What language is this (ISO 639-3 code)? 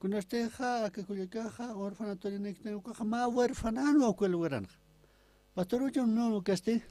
aym